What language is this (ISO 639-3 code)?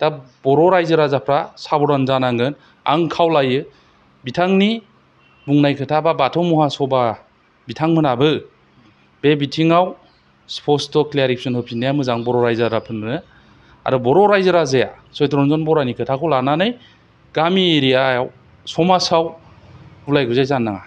brx